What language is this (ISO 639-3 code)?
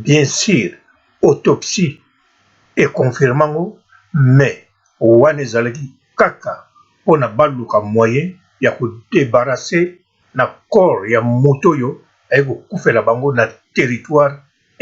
lin